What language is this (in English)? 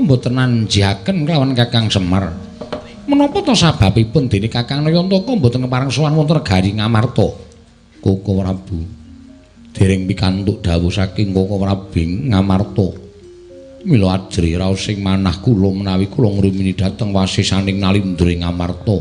Javanese